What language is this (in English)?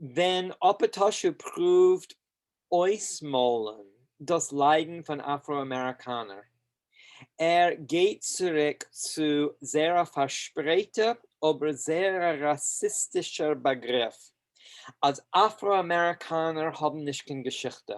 Yiddish